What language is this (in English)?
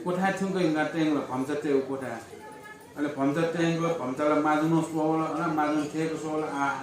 Newari